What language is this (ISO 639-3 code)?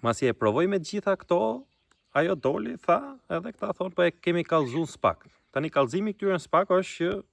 sqi